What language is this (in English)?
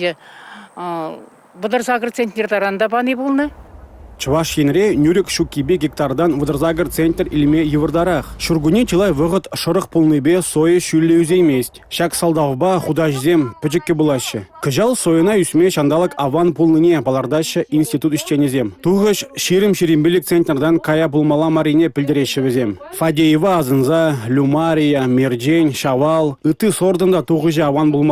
Chuvash